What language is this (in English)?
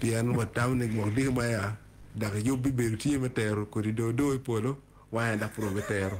Acoli